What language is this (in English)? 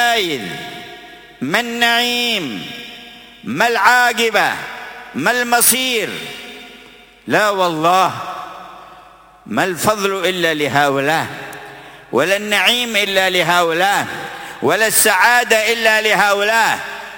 Arabic